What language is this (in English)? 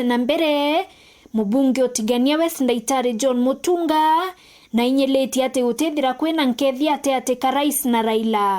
Meru